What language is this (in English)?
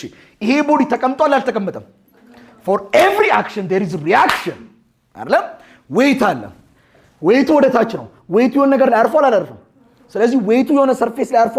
Amharic